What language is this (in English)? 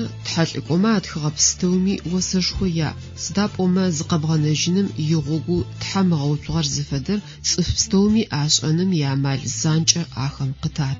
Adyghe